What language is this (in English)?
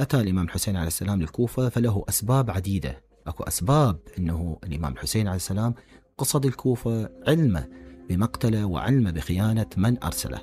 Mesopotamian Arabic